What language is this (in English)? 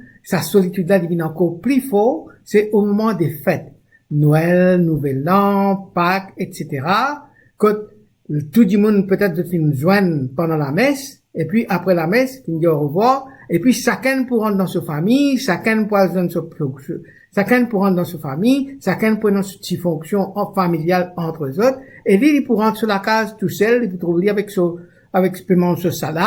Morisyen